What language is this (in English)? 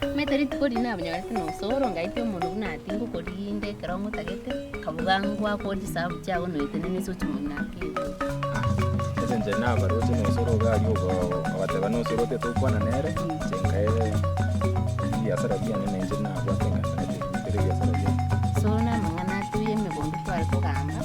Gusii